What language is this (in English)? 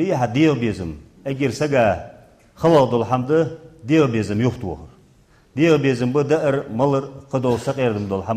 Ingush